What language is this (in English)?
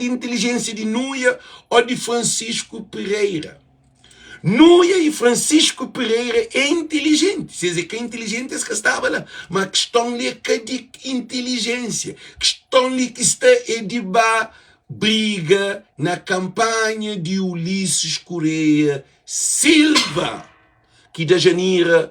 Kabuverdianu